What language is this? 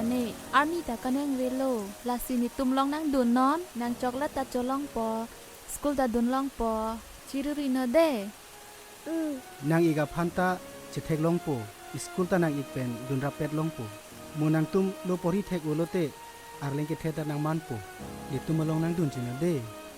Karbi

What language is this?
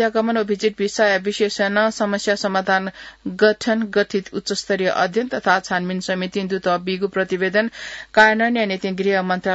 Newari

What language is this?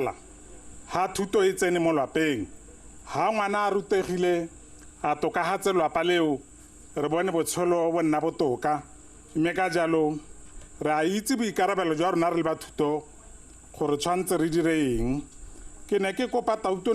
Tswana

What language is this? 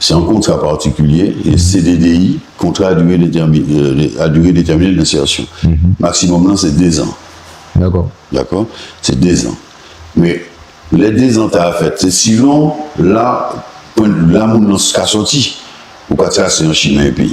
Guadeloupean Creole French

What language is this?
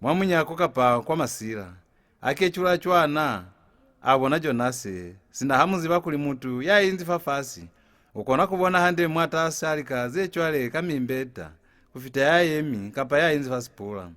Lozi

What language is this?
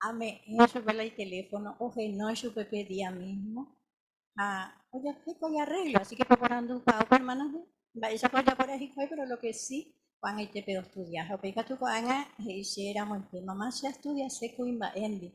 Guarani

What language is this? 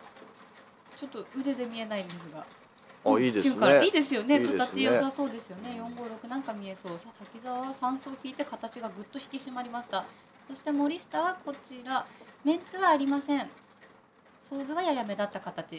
Japanese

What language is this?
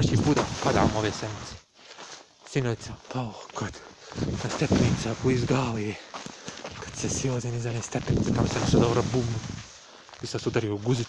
Bosnian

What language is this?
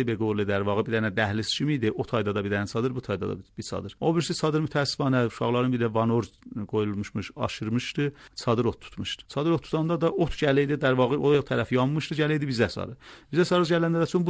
Azerbaijani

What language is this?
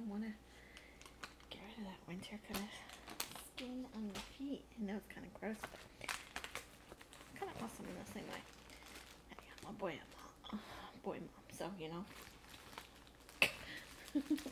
English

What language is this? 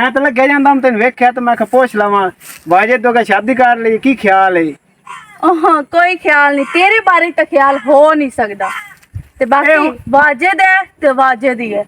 Western Panjabi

